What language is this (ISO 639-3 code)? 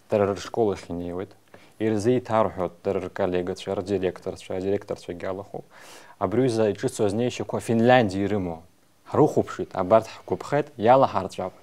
abk